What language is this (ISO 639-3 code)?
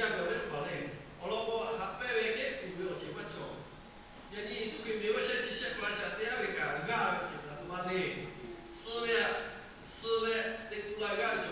lhu